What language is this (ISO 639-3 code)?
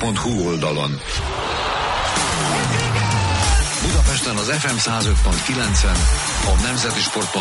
hun